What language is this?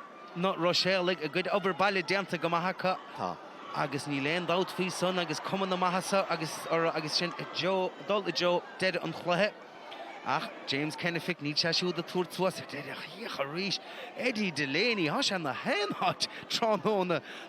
Irish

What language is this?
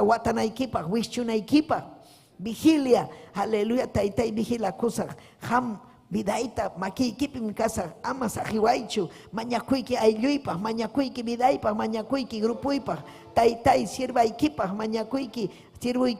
Ayacucho Quechua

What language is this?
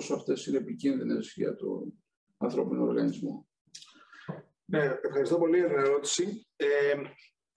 Greek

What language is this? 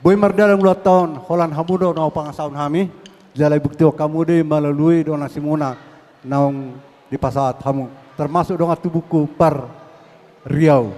Batak Toba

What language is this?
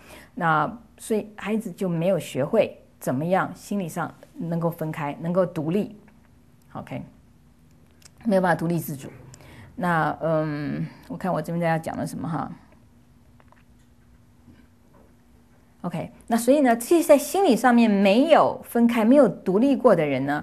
Chinese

